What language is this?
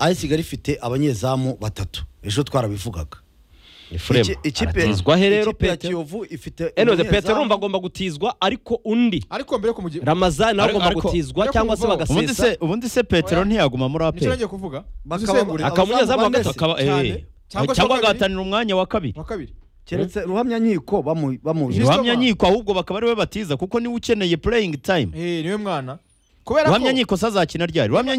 Kinyarwanda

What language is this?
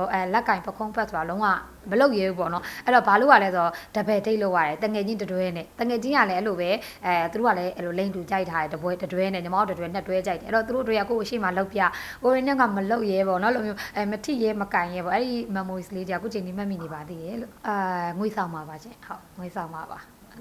Burmese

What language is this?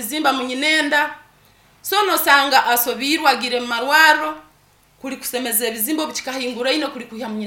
Nyankole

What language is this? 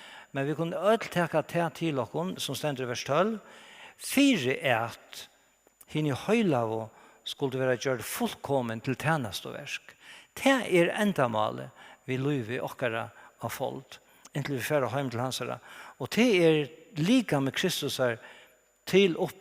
Faroese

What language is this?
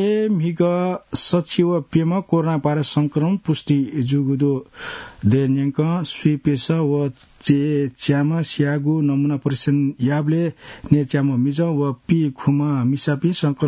Newari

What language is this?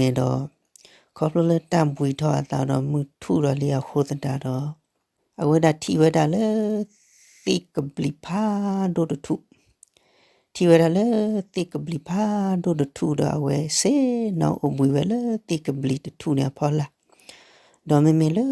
S'gaw Karen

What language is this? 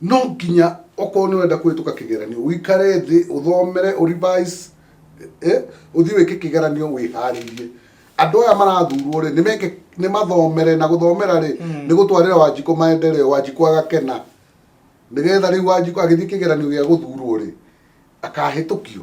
Kikuyu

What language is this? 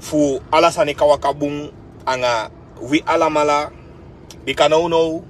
Sranan Tongo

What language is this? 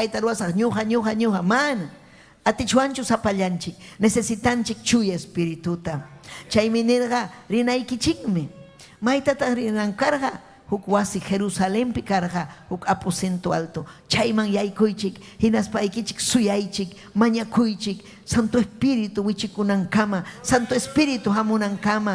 Ayacucho Quechua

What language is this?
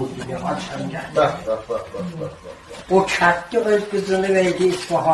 South Azerbaijani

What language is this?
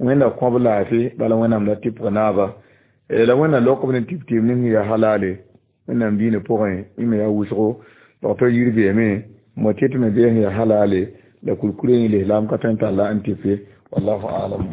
Mossi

